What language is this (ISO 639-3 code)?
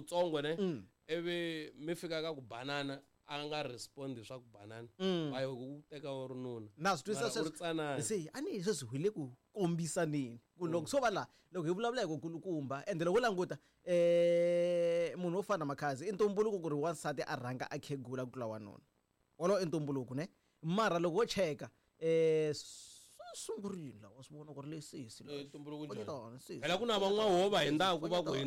tso